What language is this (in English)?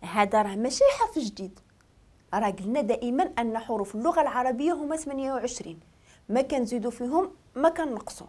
Moroccan Arabic